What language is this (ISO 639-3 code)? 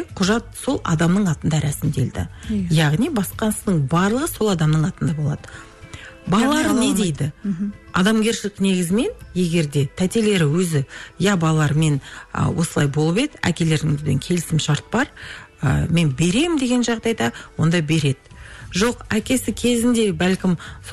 kaz